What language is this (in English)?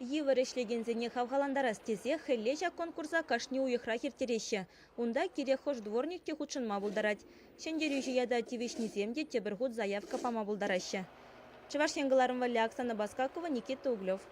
Chuvash